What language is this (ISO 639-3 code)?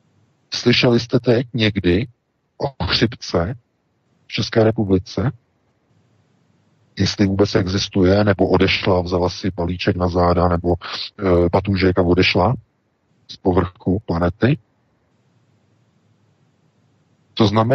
ces